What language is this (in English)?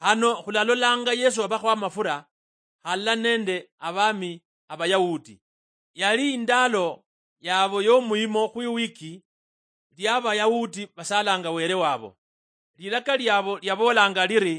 Luyia